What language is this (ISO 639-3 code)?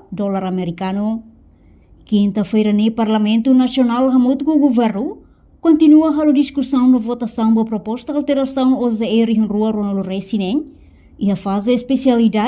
tet